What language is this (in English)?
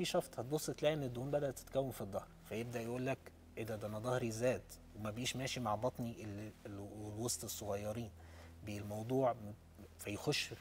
Egyptian Arabic